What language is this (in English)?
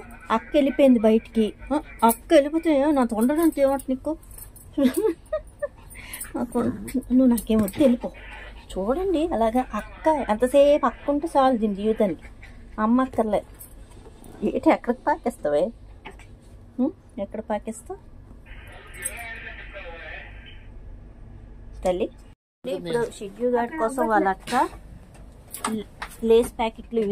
Telugu